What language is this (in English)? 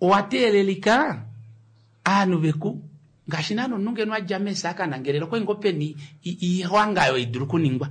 Kuanyama